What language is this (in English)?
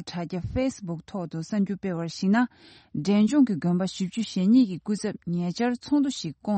Tibetan